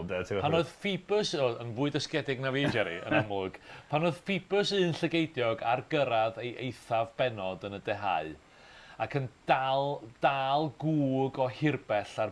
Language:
Welsh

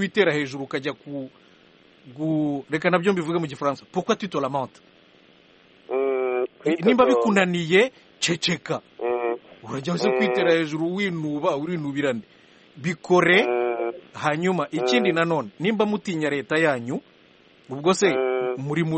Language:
Kinyarwanda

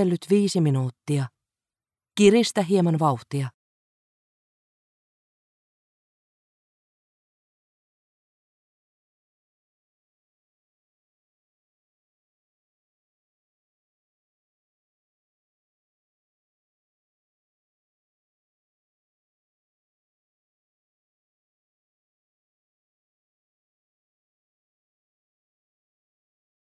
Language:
Finnish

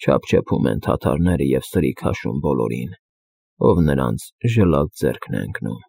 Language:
Armenian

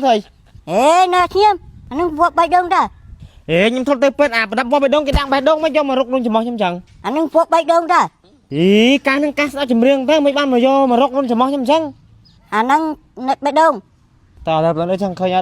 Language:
Khmer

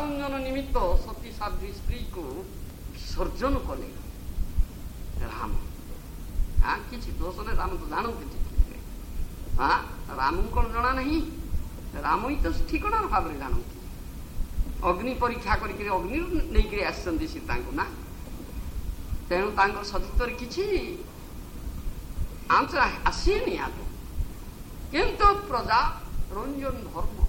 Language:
Odia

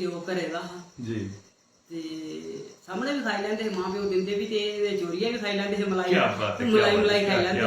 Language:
Dogri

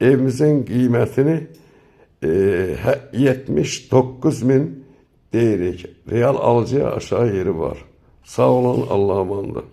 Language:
Azerbaijani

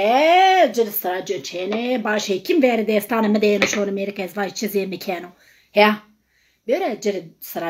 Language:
Zaza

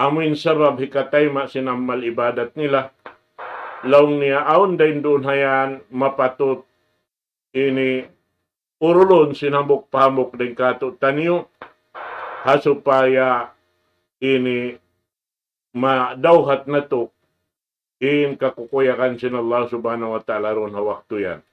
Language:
Tausug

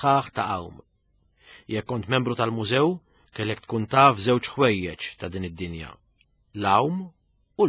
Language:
Maltese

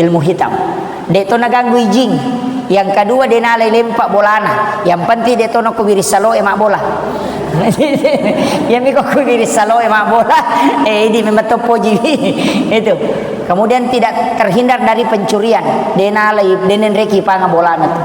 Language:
Buginese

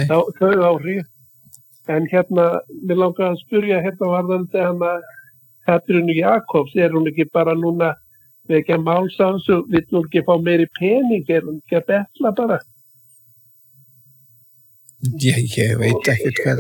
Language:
Icelandic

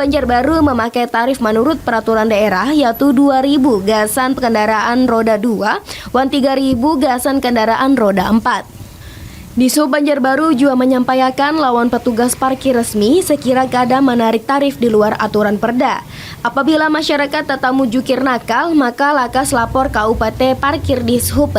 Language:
Banjar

